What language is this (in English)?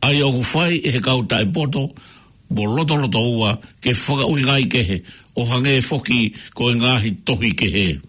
Tongan